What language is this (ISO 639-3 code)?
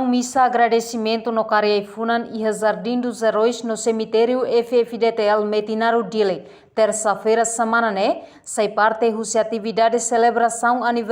tet